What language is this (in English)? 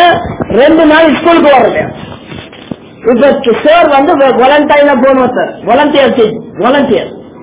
Tamil